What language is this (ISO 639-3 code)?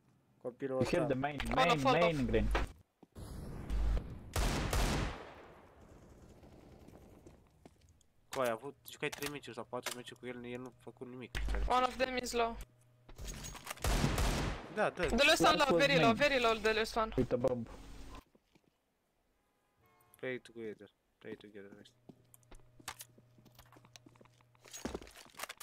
ron